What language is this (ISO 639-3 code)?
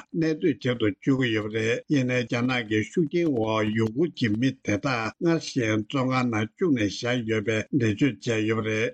bod